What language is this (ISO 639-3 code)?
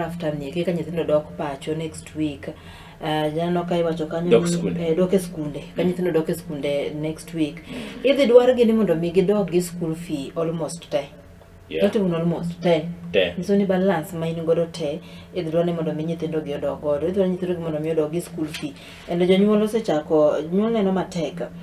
luo